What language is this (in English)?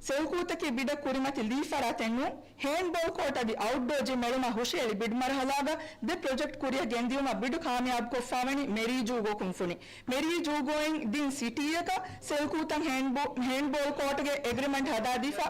Divehi